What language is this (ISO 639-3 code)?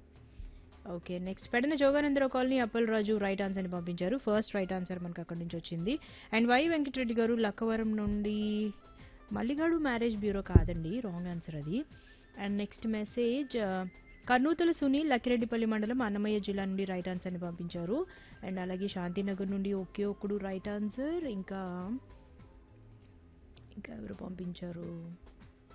tel